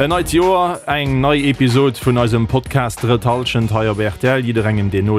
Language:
Luxembourgish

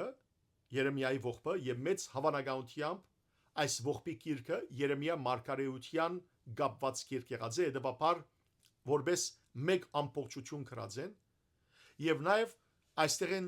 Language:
Western Armenian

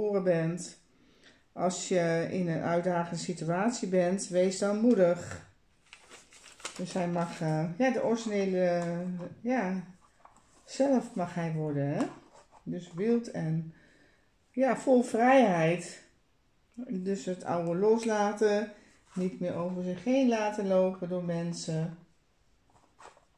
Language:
Dutch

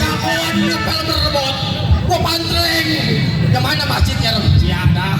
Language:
Betawi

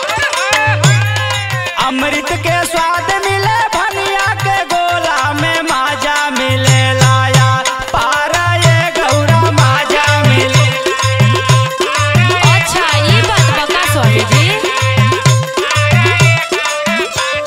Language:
Bhojpuri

